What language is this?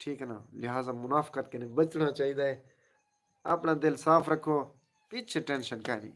Saraiki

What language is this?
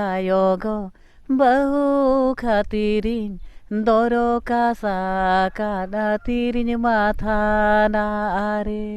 Santali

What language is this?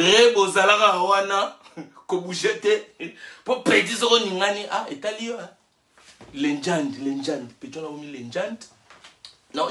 Lingala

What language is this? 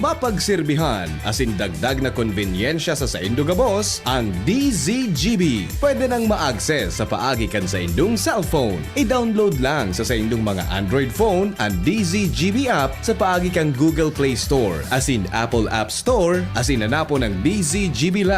Bikol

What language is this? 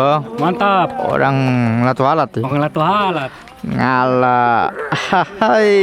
Ambonese Malay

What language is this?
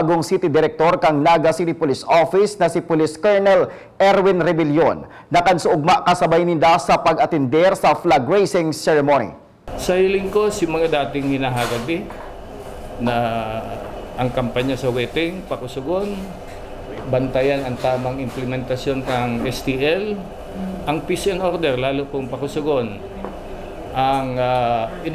Bikol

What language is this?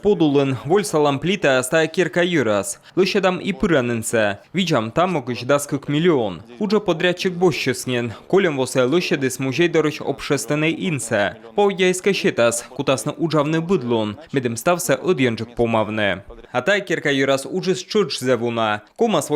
Komi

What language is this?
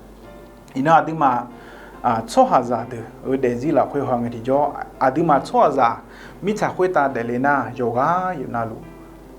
Akha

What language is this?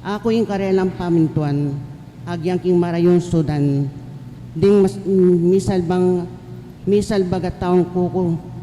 Pampanga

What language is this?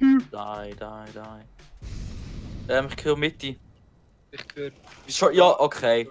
Swiss German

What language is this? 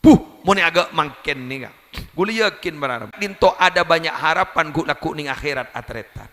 Madurese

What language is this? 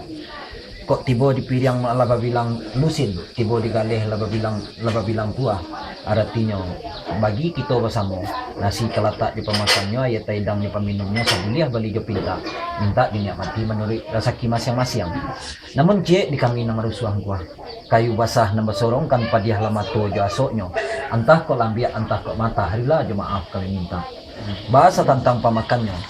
Minangkabau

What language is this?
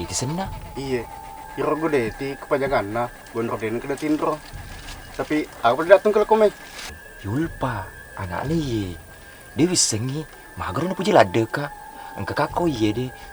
Buginese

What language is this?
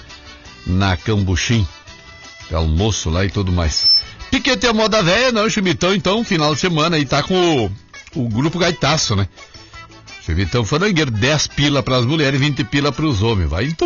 Portuguese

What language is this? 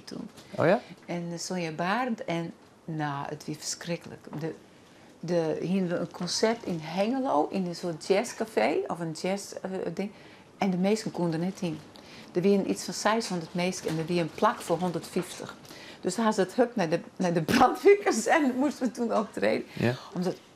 Western Frisian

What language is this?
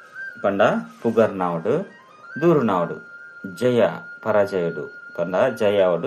Tulu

